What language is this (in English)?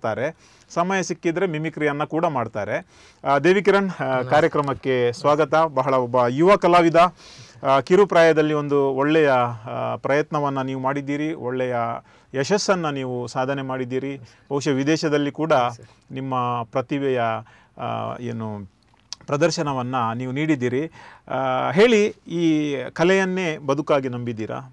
Kannada